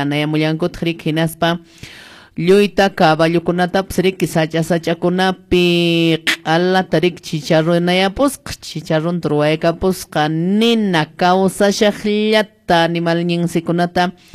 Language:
Quechua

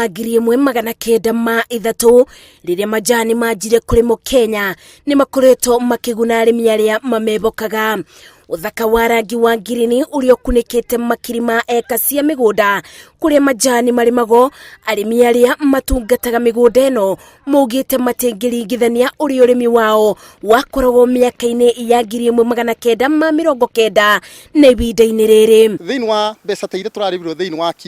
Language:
Kikuyu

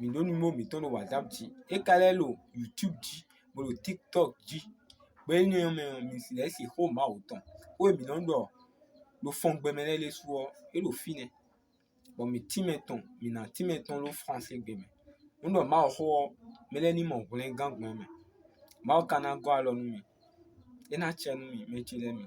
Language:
Fon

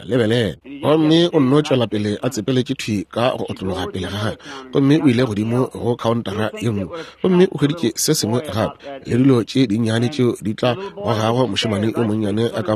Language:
Northern Sotho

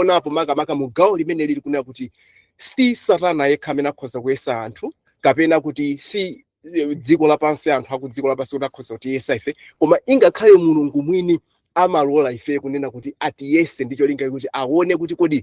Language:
Nyanja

